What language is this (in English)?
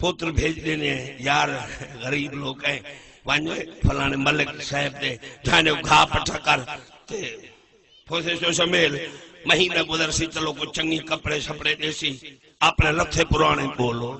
Saraiki